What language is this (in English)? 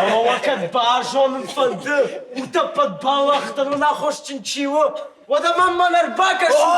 Ossetic